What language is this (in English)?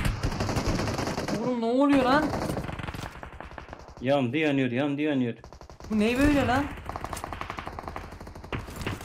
Turkish